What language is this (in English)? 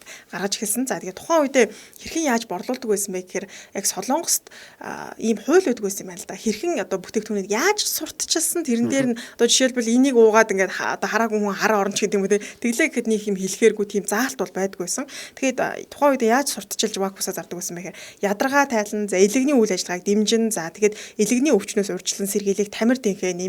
Mongolian